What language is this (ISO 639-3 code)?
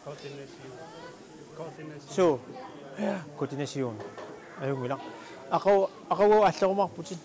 kal